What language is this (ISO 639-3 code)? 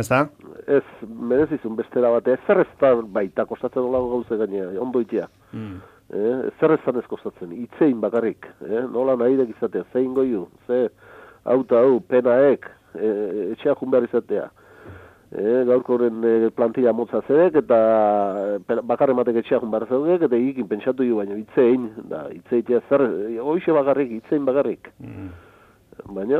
eus